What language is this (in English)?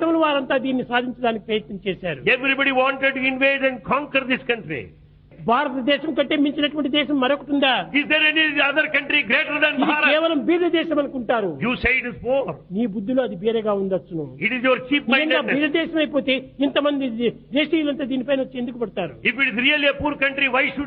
Telugu